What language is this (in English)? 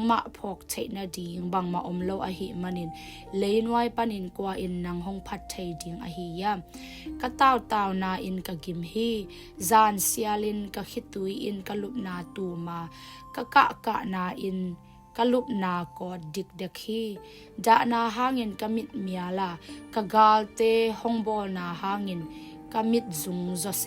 Tedim Chin